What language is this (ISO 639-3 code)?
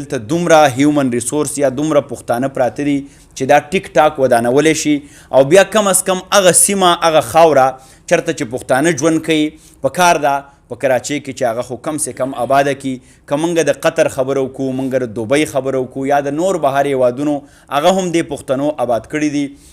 pus